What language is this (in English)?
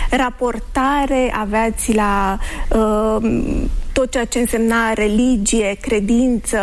Romanian